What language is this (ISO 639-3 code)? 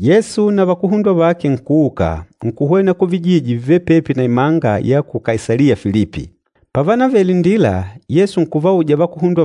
kde